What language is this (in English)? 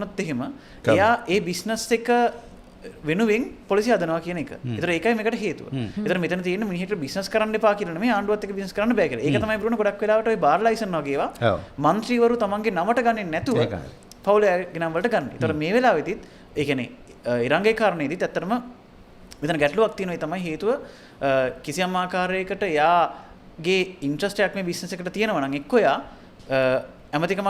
Sinhala